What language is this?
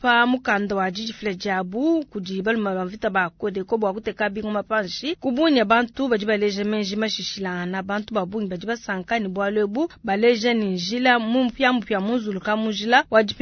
Luba-Lulua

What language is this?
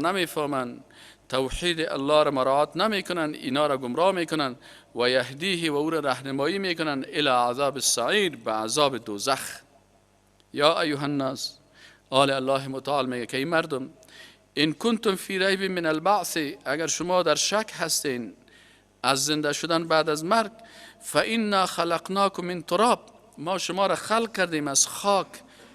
Persian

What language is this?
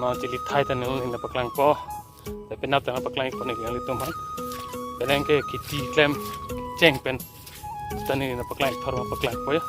Karbi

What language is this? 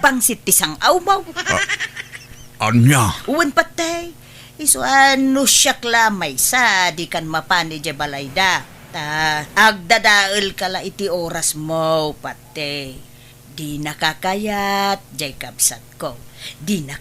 Iloko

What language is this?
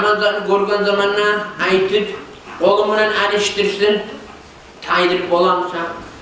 Kumyk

